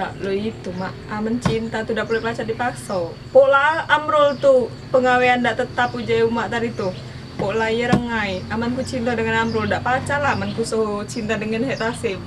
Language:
Musi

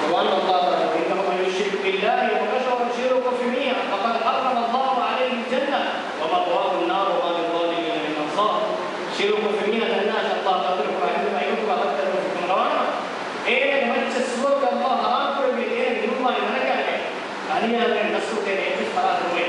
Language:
Divehi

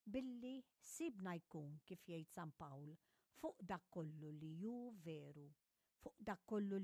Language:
Maltese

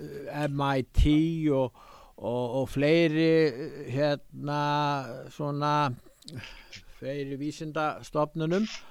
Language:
Icelandic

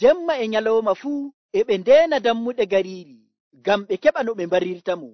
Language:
Nigerian Fulfulde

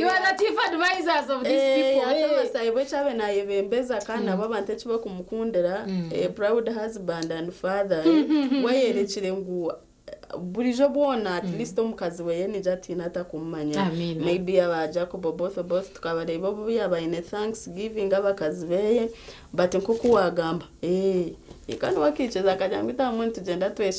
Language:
Nyankole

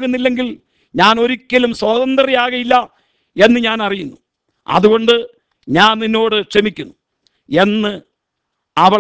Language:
Malayalam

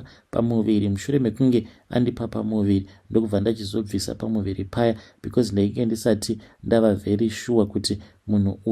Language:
Shona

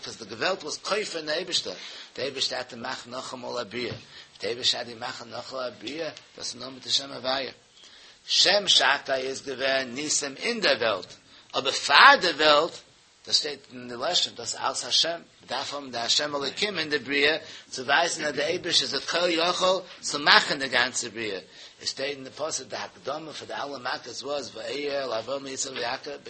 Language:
Yiddish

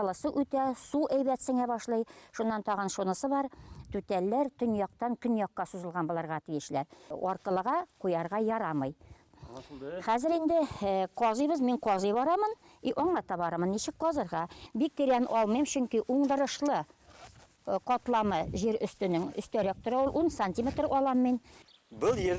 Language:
Bashkir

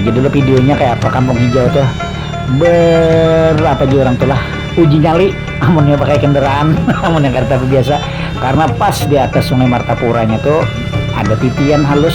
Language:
Banjar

